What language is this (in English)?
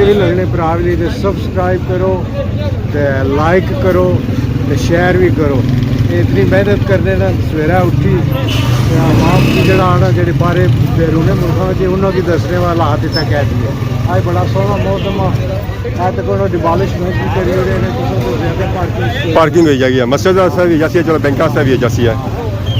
Pahari-Potwari